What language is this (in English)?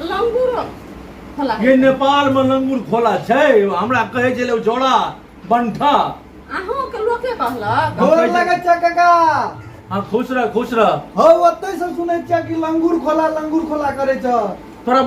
Maithili